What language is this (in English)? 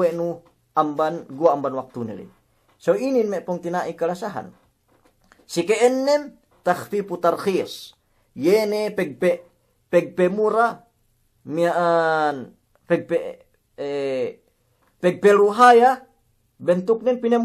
Yakan